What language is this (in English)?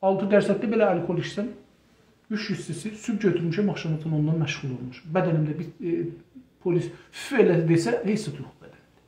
South Azerbaijani